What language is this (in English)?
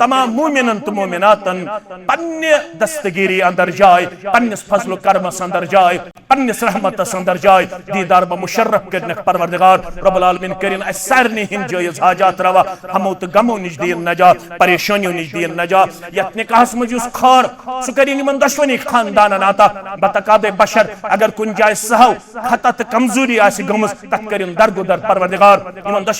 Kashmiri